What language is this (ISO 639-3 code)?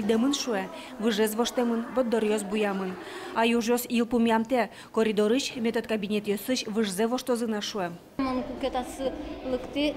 udm